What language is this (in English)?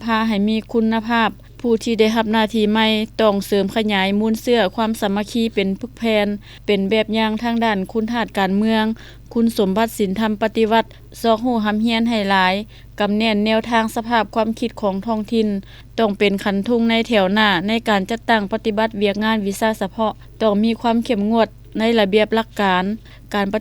Lao